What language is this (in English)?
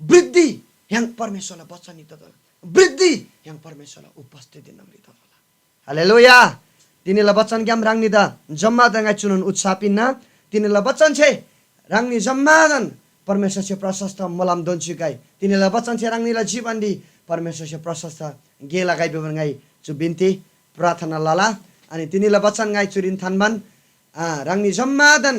Eastern Tamang